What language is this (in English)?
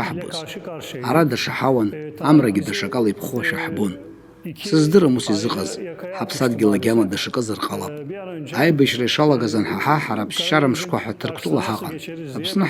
Abkhazian